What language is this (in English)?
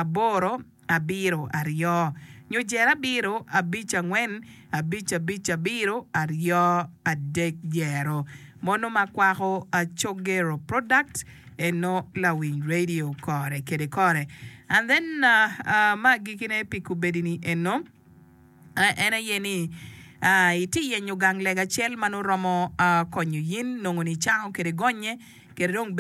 Acoli